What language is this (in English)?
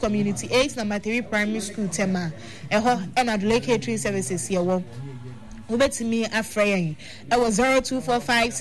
Akan